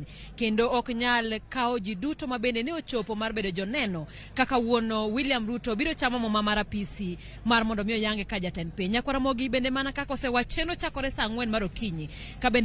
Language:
Luo (Kenya and Tanzania)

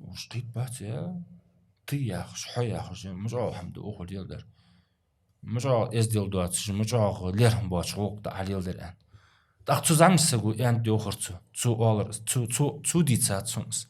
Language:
Ingush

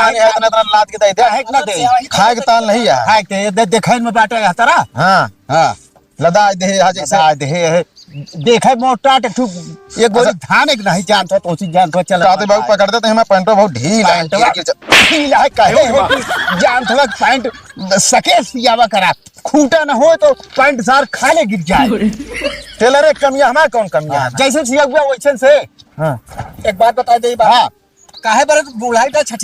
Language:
Awadhi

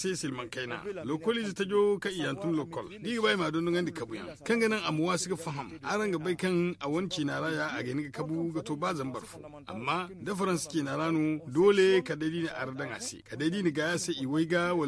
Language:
Zarma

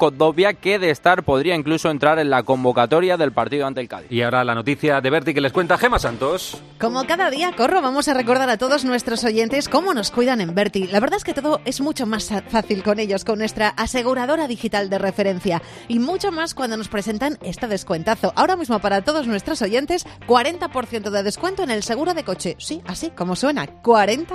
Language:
Spanish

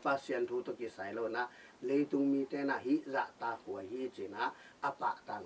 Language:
Tedim Chin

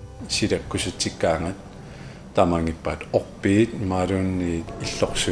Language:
Kalaallisut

